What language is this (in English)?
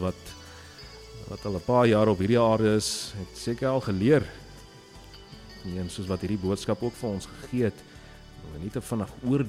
Afrikaans